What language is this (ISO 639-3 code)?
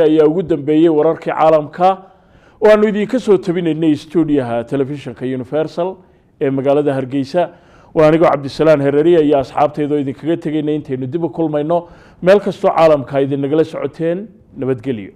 som